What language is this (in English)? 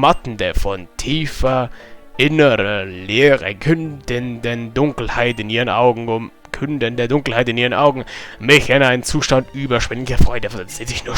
Bavarian